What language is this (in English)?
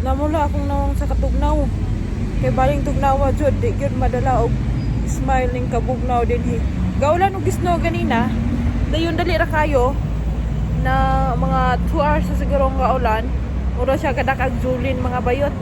Cebuano